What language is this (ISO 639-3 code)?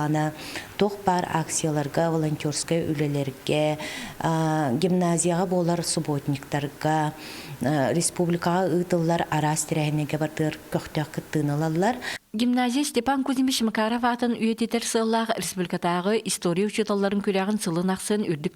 sah